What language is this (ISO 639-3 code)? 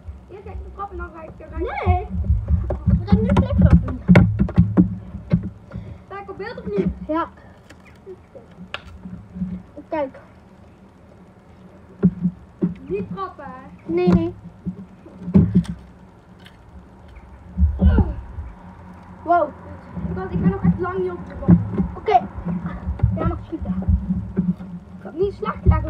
nld